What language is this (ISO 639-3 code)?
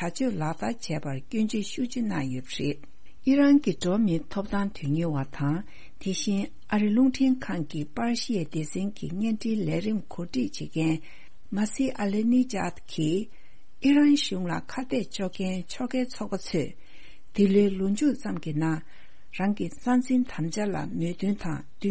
bod